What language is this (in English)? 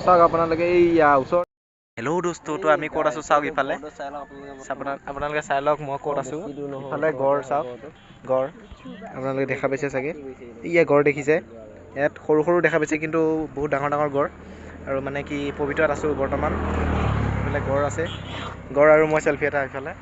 Assamese